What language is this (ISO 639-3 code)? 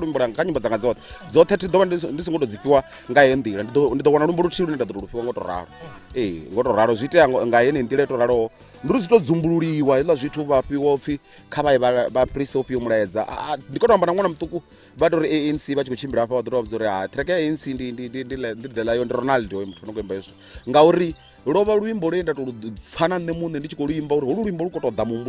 ven